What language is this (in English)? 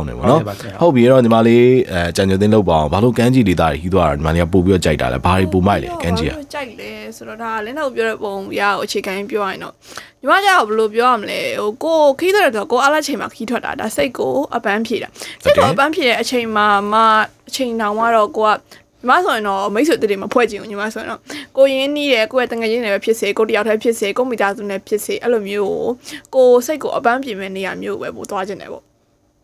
Burmese